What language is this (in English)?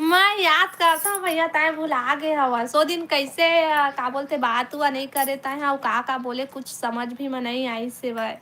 Chhattisgarhi